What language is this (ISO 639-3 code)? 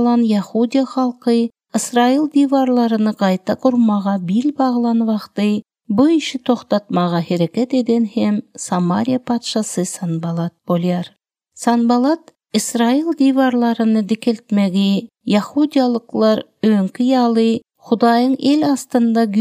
tuk